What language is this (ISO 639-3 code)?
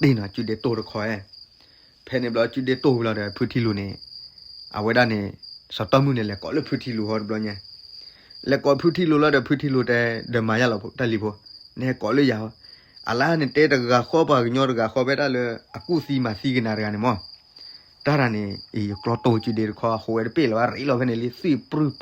ksw